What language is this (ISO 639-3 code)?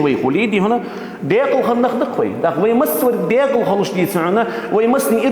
inh